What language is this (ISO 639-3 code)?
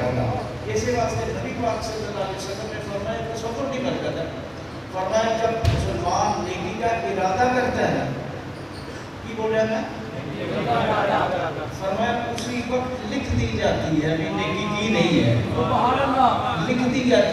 urd